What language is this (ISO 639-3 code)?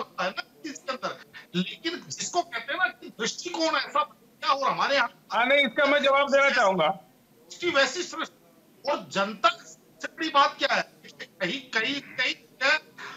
hin